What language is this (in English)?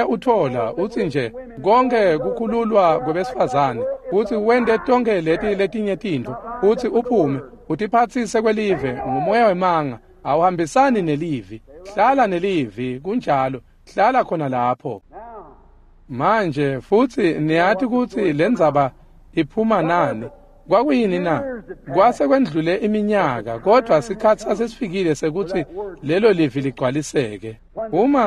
Swati